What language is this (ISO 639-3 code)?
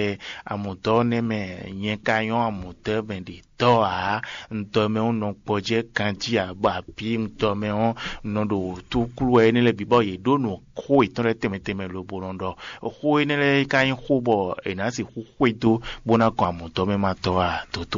fon